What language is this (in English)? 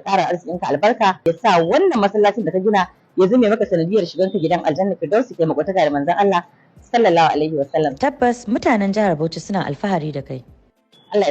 Hausa